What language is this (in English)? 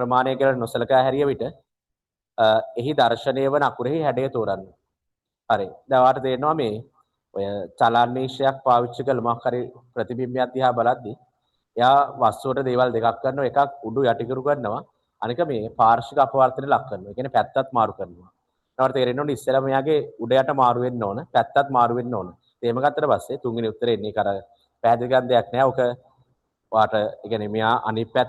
Sinhala